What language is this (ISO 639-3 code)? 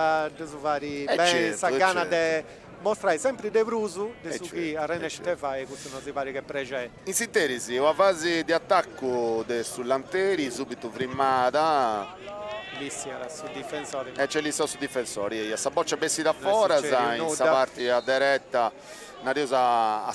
srd